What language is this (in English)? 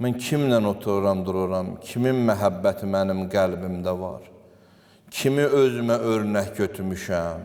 Azerbaijani